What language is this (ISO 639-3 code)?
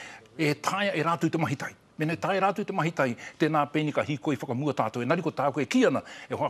mri